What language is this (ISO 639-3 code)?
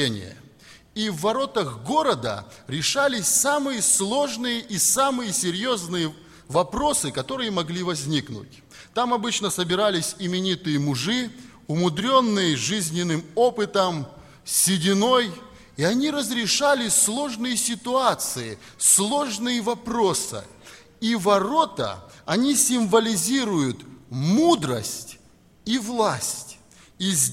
rus